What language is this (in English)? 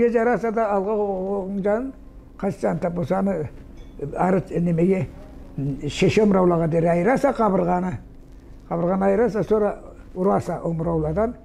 Karachay-Balkar